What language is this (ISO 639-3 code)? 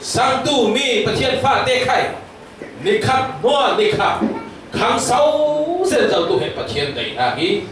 cfm